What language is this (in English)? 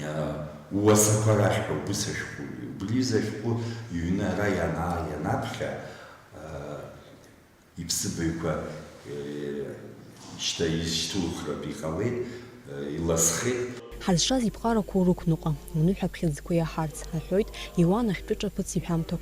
Abkhazian